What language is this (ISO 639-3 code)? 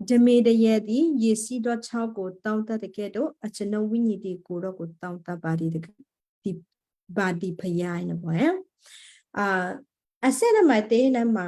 kyu